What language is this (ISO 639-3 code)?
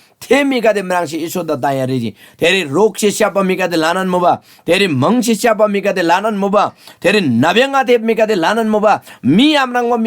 taj